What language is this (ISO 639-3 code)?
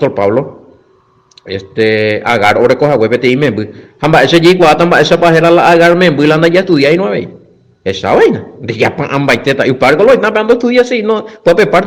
grn